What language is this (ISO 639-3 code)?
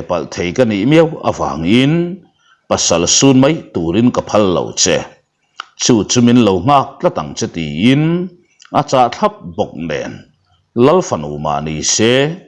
lus